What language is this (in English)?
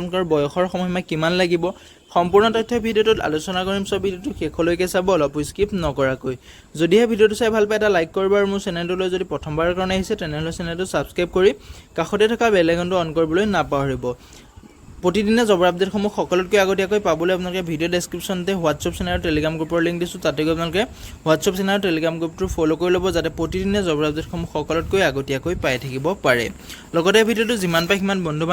Assamese